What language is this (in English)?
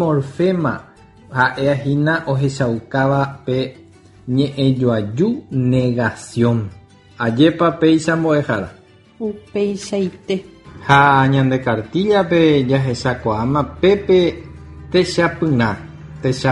Guarani